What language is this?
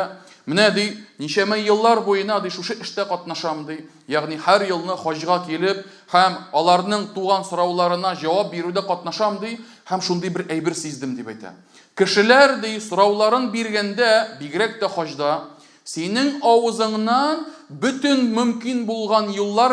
Tatar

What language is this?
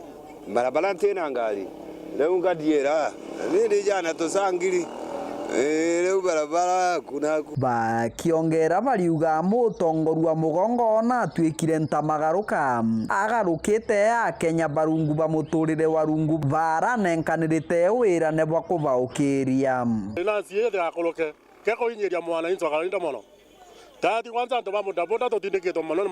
Meru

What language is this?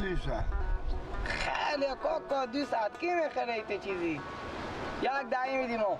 Persian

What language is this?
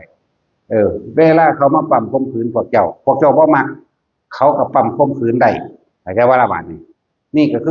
Northeastern Thai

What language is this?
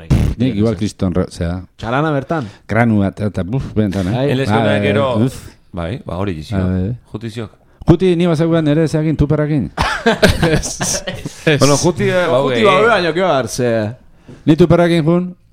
Basque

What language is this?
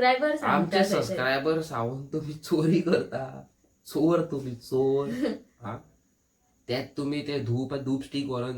Konkani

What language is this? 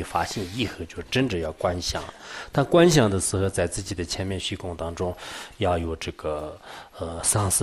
Chinese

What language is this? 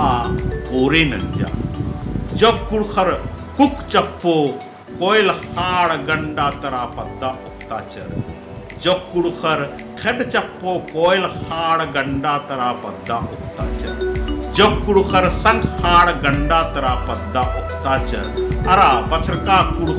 Kurukh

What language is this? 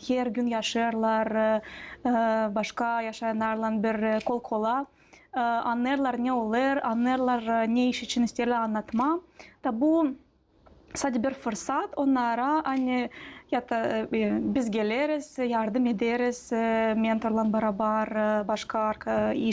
Gagauz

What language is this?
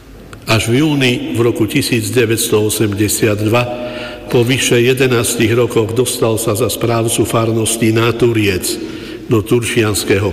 Slovak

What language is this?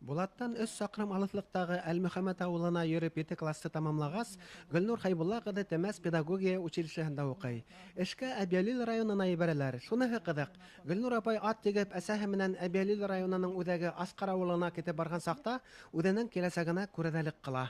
Bashkir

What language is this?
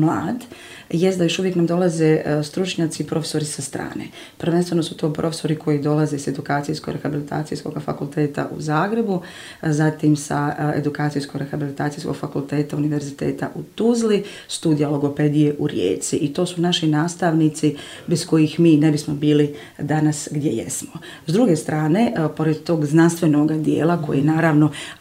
Croatian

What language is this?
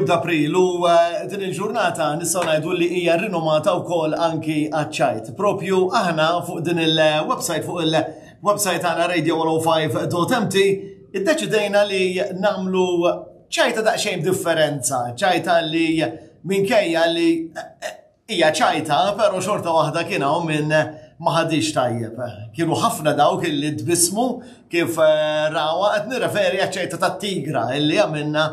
Maltese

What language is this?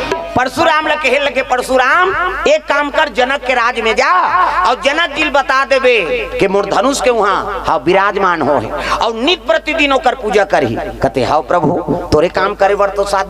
Chhattisgarhi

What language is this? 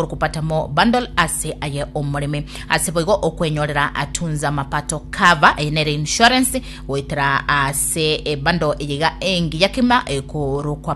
Gusii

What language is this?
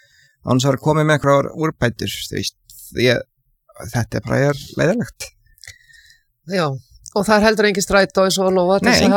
Icelandic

